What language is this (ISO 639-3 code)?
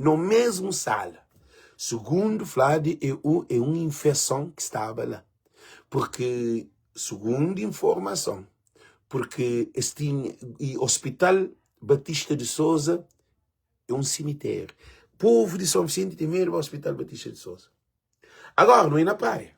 kea